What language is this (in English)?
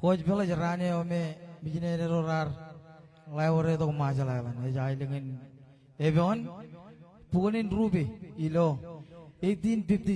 Marshallese